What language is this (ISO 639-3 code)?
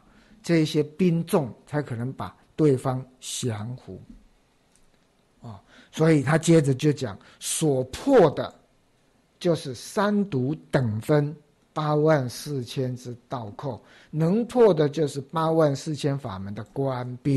zho